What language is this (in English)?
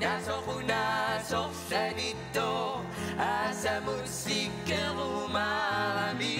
Kalaallisut